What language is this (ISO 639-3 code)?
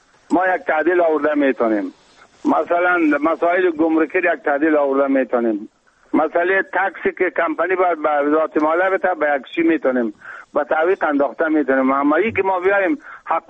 fas